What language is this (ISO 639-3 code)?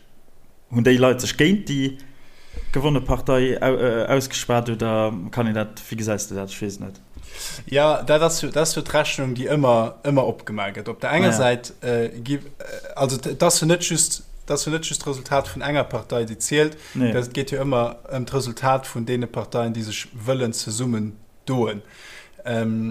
ltz